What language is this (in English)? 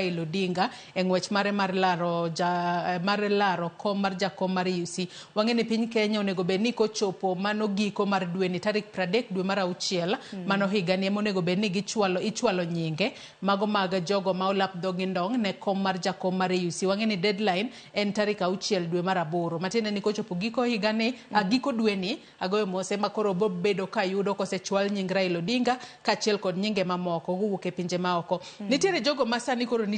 Luo (Kenya and Tanzania)